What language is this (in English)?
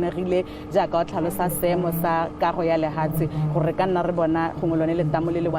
Tswana